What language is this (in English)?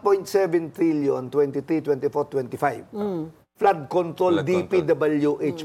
Filipino